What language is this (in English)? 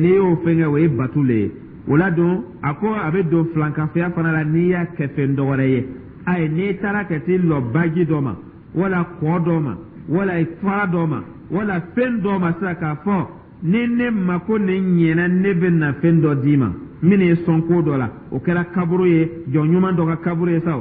Dyula